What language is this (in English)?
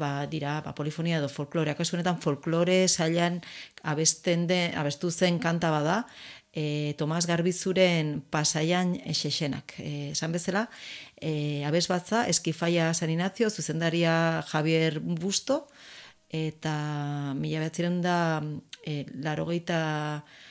Basque